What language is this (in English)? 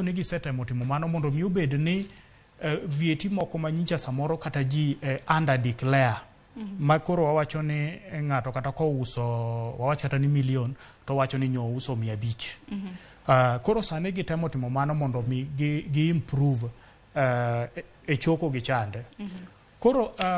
Luo (Kenya and Tanzania)